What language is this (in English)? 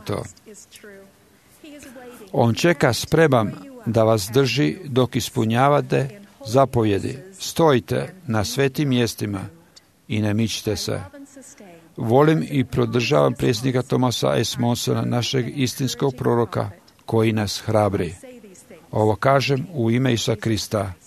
Croatian